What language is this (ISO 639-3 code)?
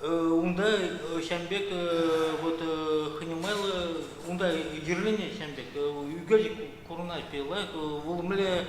chv